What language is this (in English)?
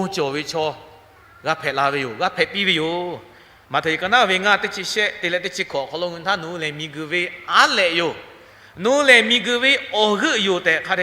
Lahu